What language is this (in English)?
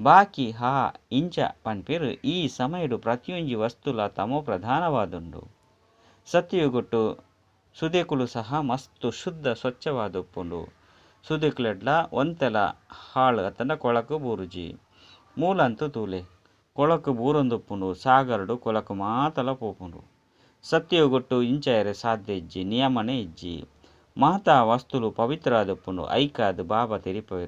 Tulu